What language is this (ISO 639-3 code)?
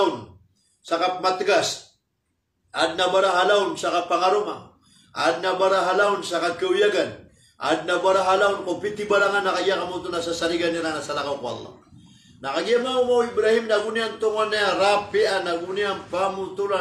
mrw